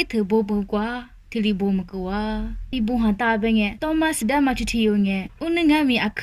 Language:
Lisu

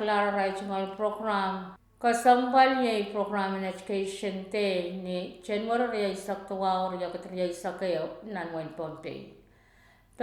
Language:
Pohnpeian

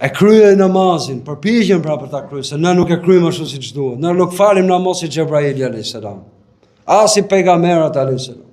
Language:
Albanian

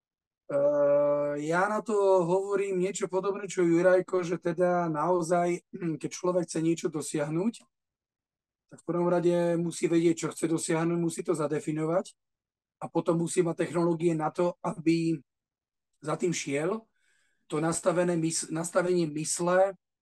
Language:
Slovak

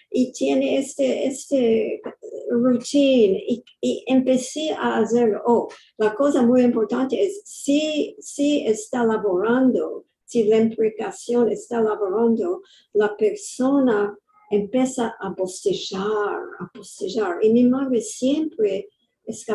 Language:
Ladino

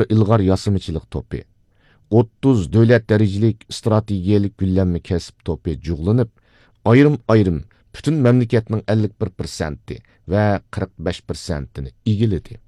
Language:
Uyghur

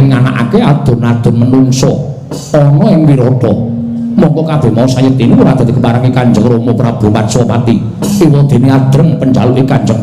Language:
Javanese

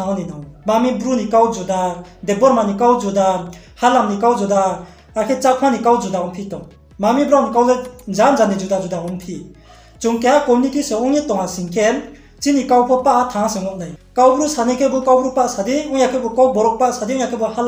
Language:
Riang (India)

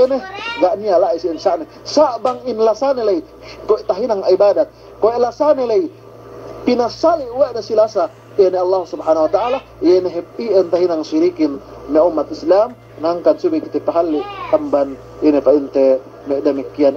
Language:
Yakan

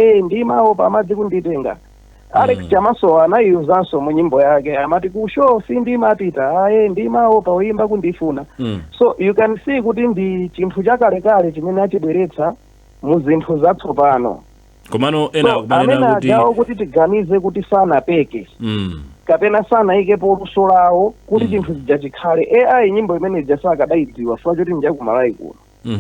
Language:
Nyanja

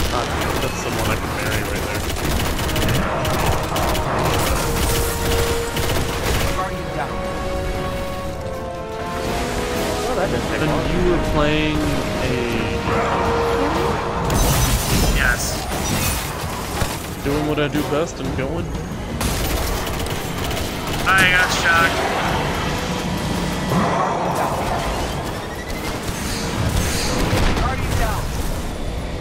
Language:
English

